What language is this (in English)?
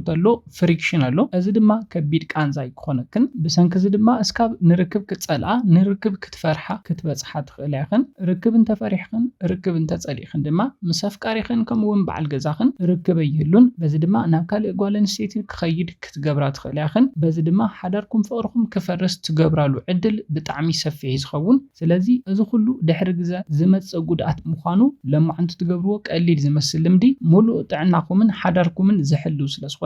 Tigrinya